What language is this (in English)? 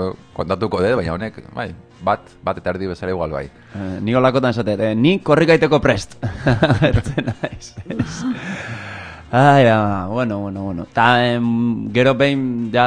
Basque